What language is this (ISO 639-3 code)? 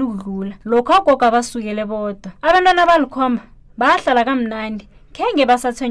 nbl